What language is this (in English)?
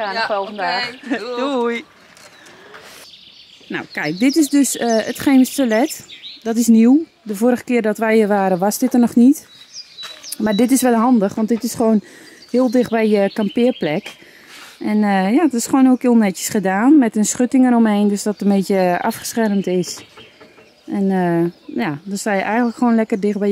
Dutch